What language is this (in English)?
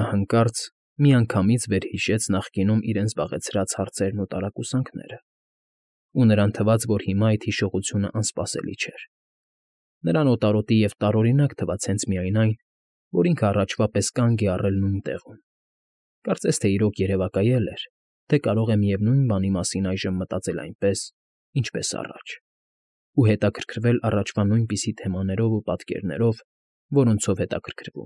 Armenian